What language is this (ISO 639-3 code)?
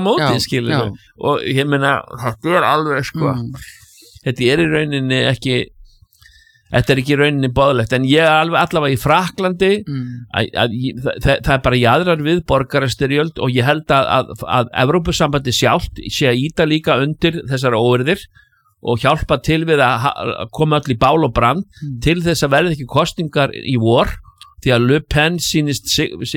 isl